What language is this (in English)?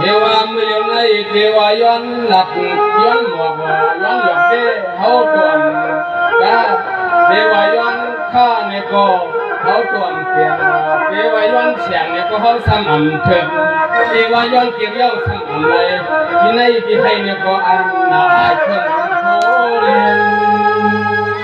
Shan